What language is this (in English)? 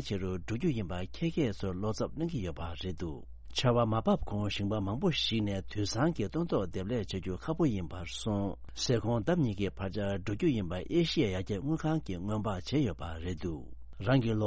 Tibetan